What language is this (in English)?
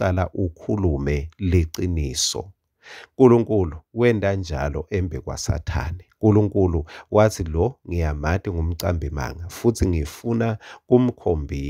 Swati